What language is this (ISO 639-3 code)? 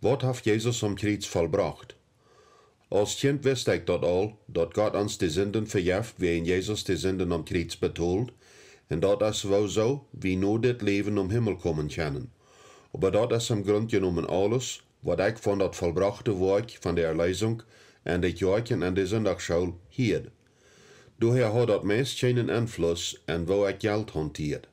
pdt